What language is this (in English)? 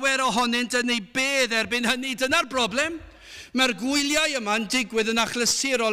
Welsh